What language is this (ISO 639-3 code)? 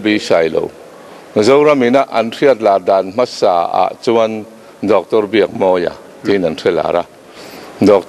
lus